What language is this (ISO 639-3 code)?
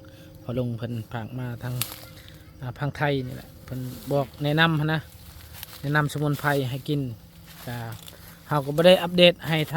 lao